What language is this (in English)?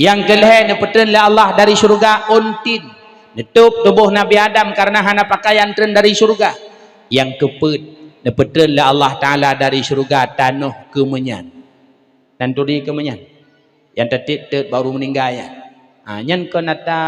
Achinese